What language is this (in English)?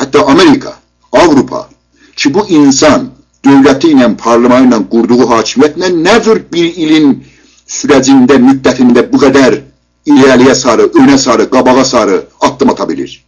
South Azerbaijani